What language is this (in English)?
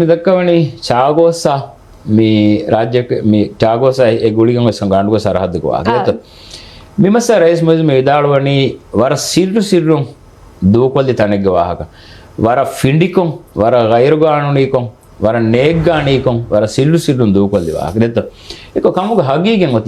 Divehi